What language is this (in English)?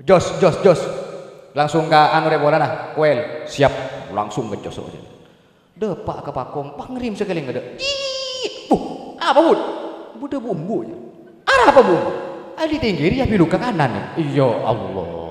Madurese